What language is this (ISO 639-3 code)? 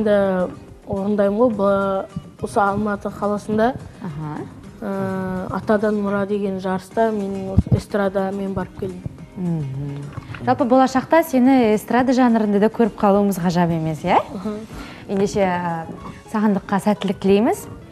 kaz